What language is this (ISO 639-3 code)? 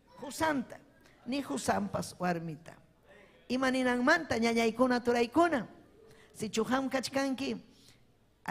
quy